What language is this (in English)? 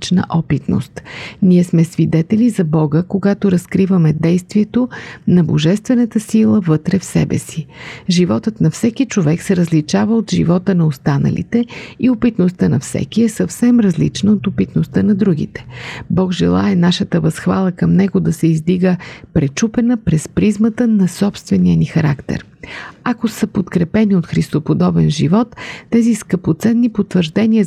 Bulgarian